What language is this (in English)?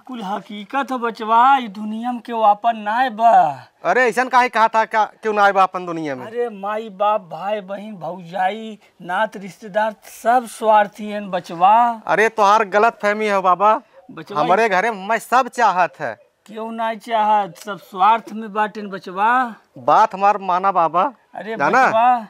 Awadhi